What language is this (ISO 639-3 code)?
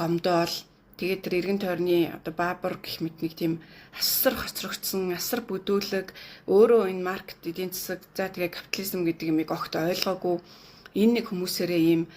mon